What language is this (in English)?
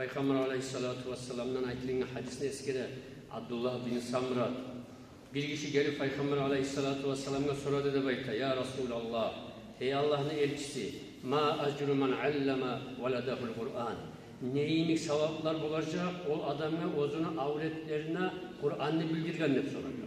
Kumyk